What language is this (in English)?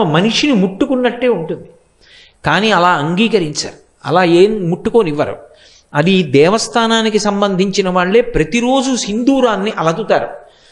Telugu